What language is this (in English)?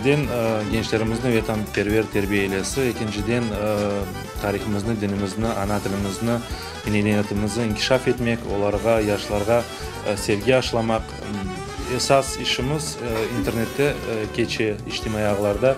Crimean Tatar